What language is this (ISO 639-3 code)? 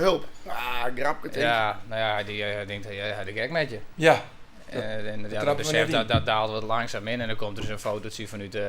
fry